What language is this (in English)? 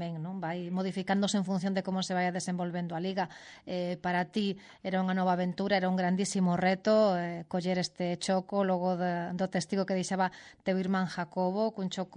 Galician